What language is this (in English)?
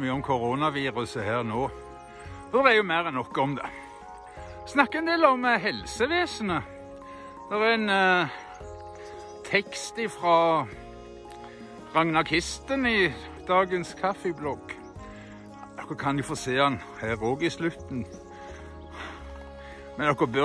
Norwegian